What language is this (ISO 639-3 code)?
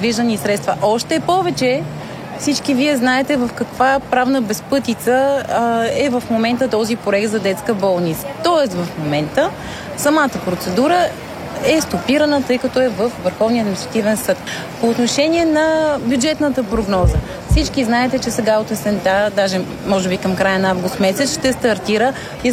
bul